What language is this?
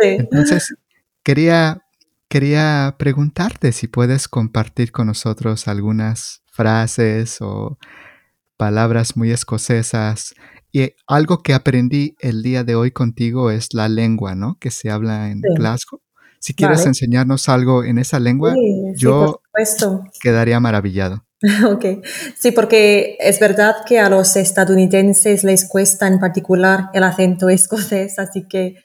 Spanish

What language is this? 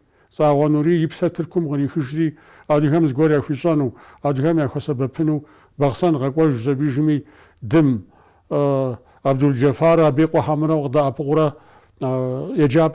Kabardian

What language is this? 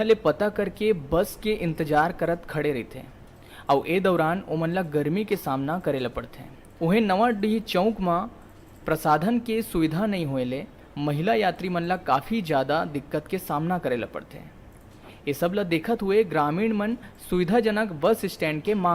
Chhattisgarhi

